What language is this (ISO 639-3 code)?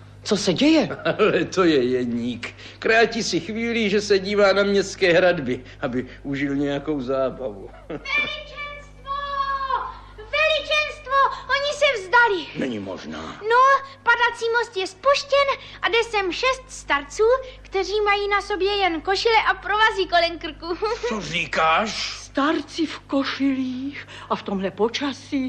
ces